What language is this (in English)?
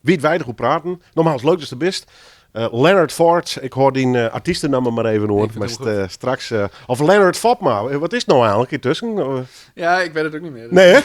Western Frisian